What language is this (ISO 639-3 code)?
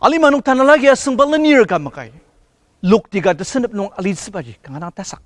njo